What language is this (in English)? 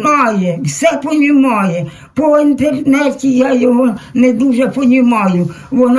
Ukrainian